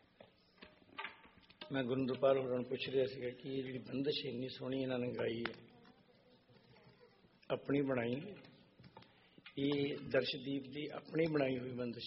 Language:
Punjabi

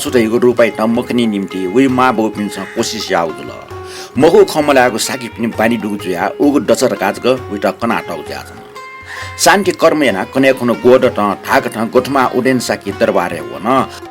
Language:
Newari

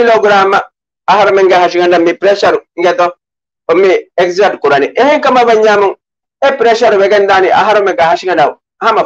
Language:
Divehi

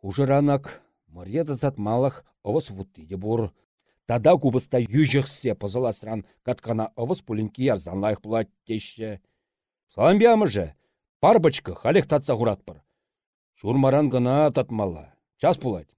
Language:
Chuvash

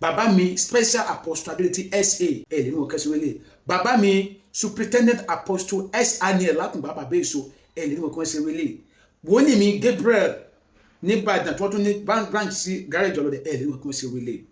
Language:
Yoruba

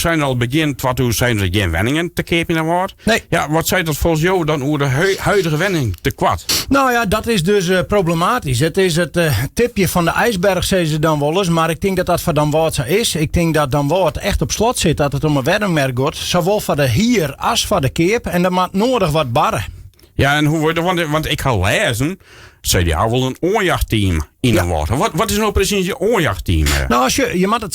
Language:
Western Frisian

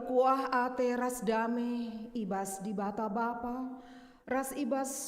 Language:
Batak Karo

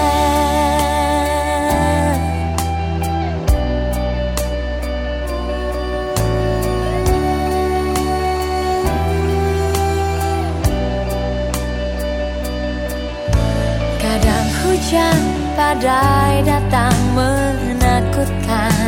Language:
Indonesian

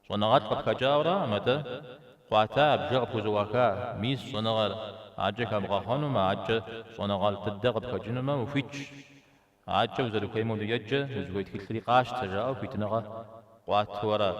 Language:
Kabardian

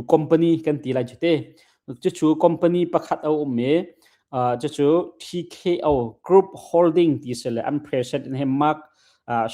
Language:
Hakha Chin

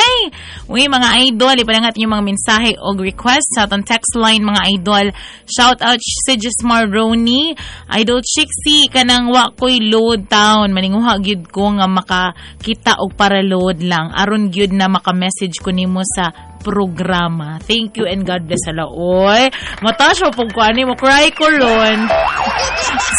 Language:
Cebuano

